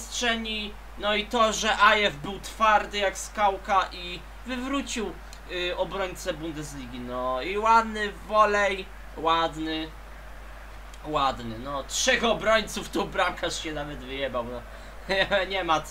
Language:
Polish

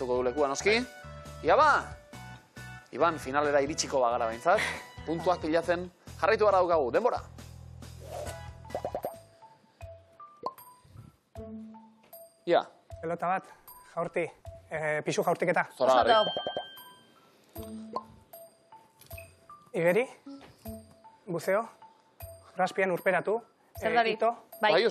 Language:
Basque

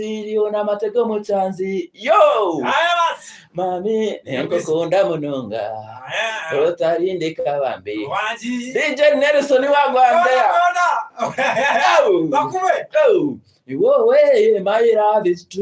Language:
Nyankole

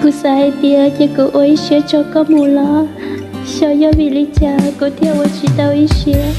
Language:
Hmong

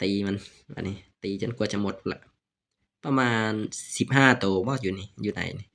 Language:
Lao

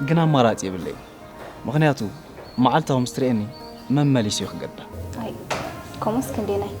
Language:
Tigrinya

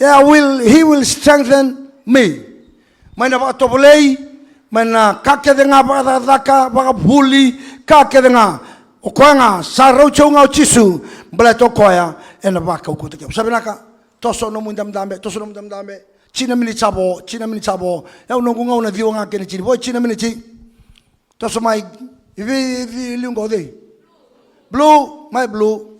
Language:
Fijian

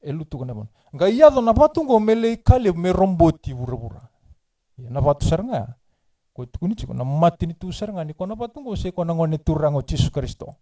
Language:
Fijian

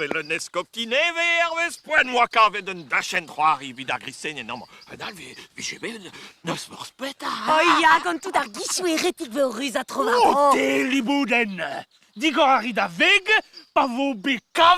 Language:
Breton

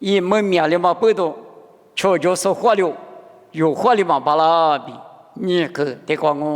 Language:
Lisu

